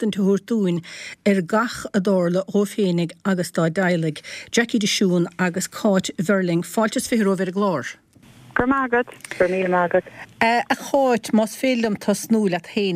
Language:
Irish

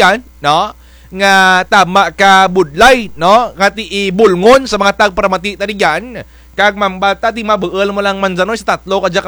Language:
Kinaray-a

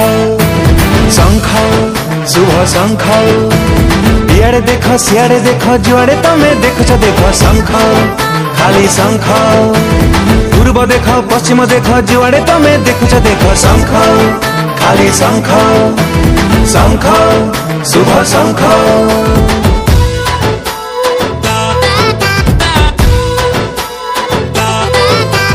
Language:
Odia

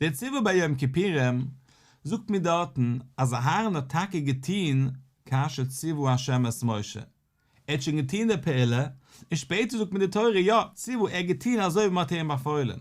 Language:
Yiddish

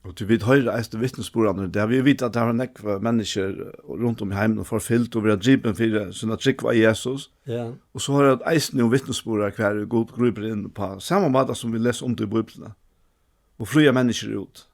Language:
Faroese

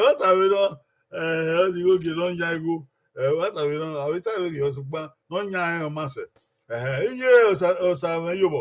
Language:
Bini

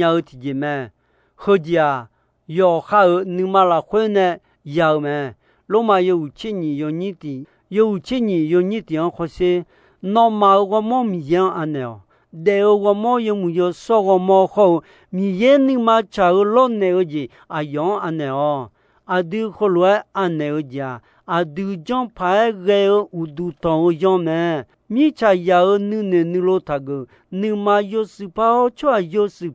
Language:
Akha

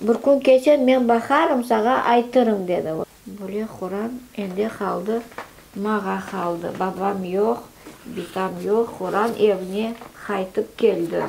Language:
Crimean Tatar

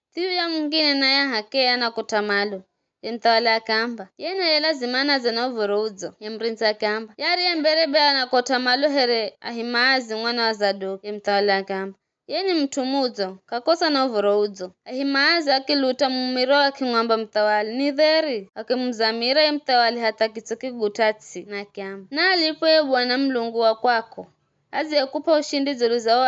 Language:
Giryama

